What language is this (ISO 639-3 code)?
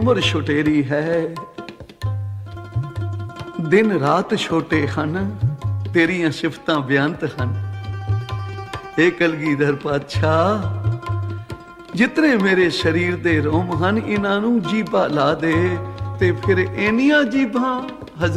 pan